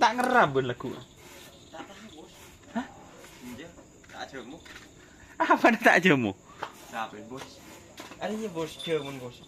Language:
Madurese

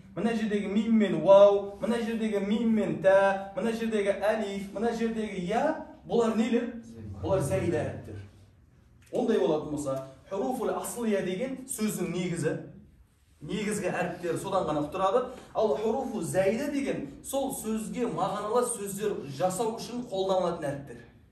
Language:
Kazakh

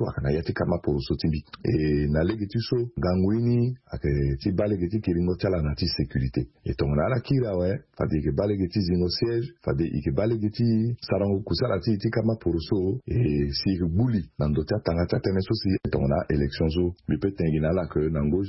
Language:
Sango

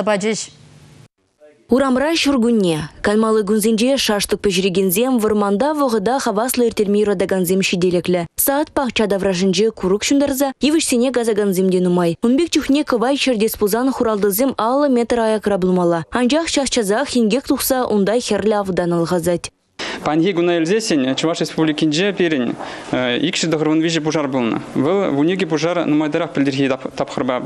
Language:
Chuvash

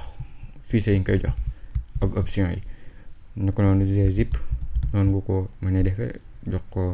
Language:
Wolof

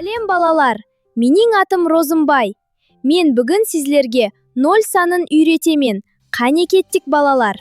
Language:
Kara-Kalpak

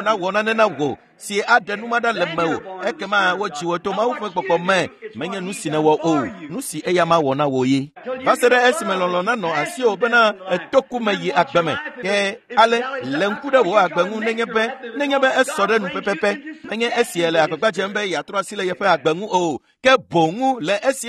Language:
Ewe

